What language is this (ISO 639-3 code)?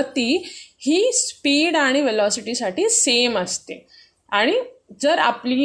mar